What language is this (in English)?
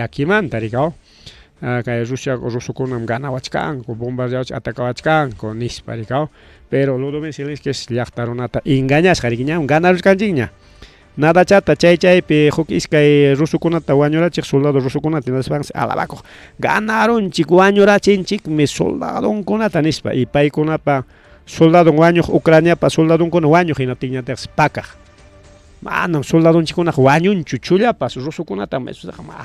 Ayacucho Quechua